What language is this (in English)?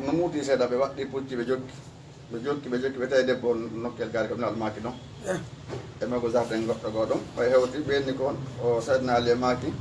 Fula